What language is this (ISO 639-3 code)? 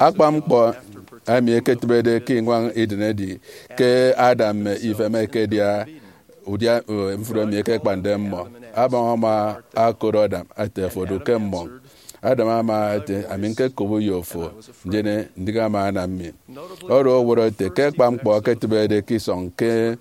efi